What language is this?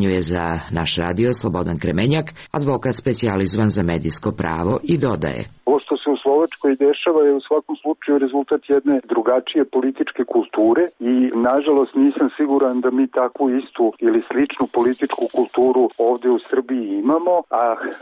Serbian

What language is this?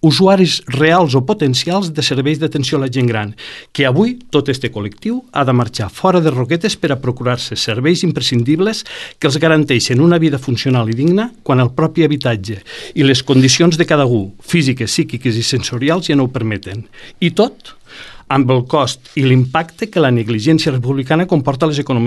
Catalan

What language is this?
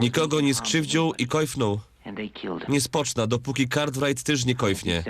Silesian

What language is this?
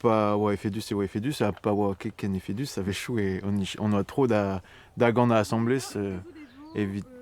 Breton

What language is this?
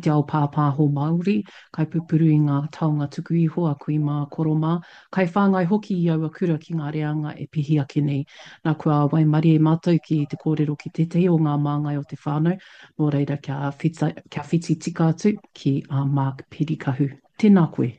Māori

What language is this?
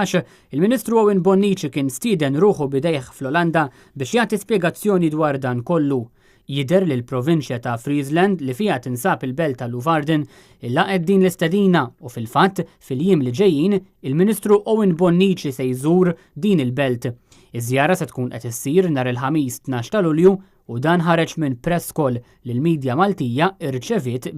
Maltese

